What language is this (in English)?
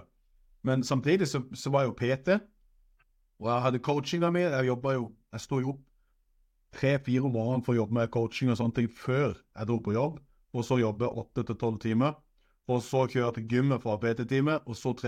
Norwegian